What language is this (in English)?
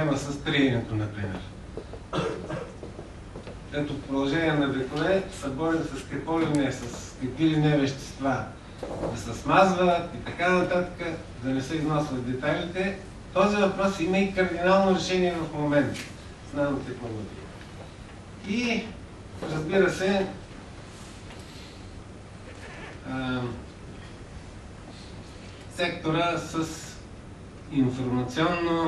Bulgarian